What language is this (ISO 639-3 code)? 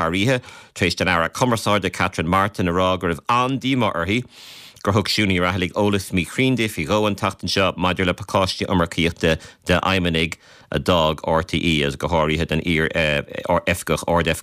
gle